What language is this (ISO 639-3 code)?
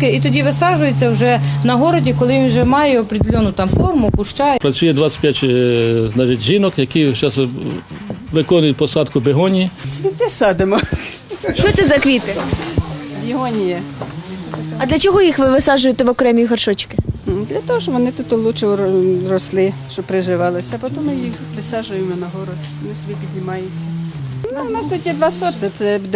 ukr